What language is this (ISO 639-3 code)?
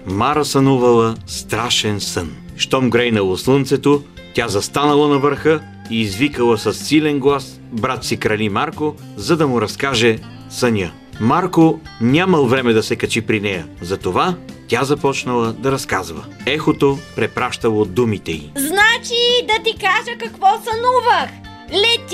bul